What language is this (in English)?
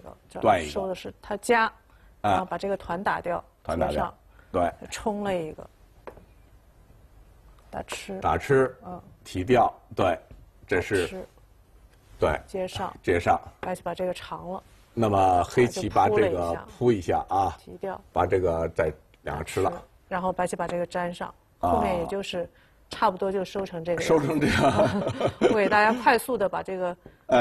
Chinese